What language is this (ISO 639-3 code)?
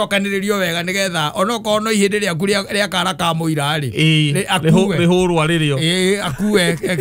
kik